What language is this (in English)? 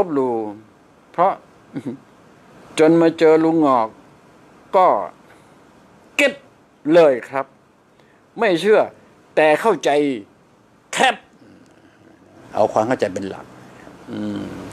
Thai